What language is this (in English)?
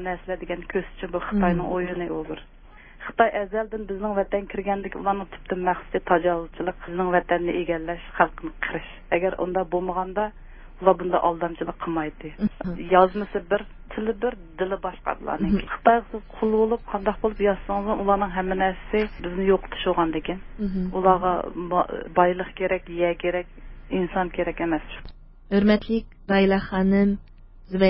Uyghur